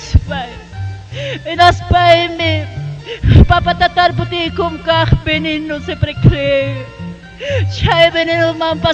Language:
Ayacucho Quechua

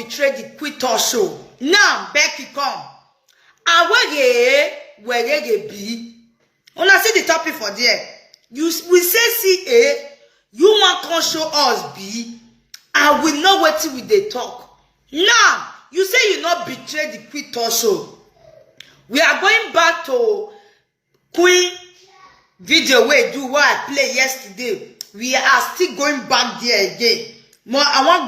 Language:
Nigerian Pidgin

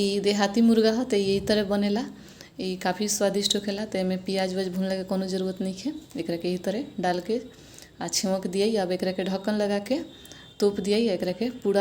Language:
Bhojpuri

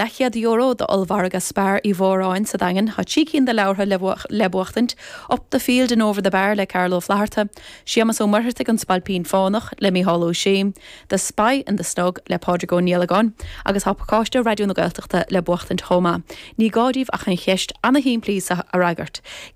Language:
Irish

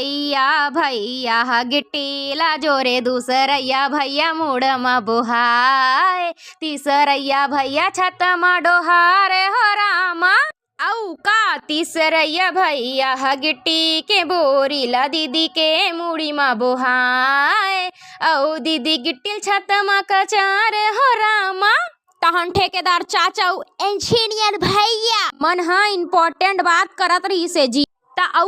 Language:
Chhattisgarhi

